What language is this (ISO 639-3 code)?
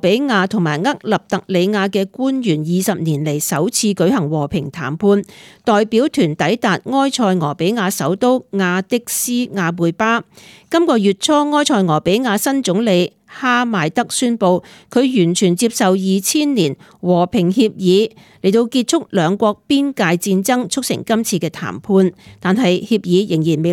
yue